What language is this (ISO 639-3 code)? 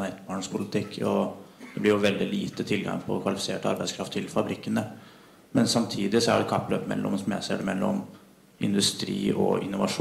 nor